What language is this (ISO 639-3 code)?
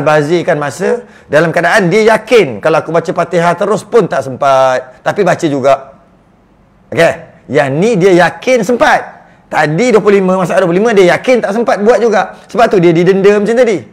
msa